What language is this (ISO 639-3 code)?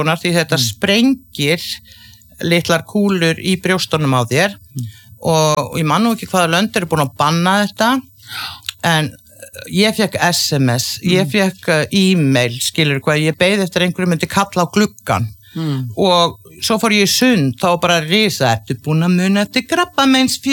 isl